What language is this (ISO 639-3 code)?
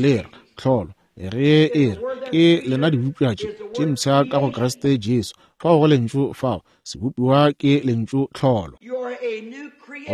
nso